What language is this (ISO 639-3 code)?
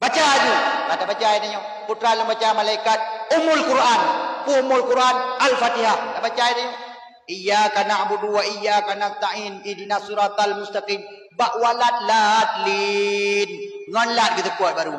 ace